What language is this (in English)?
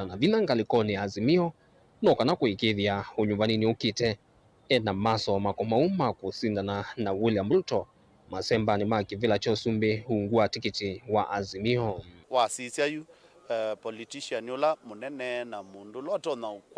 Kamba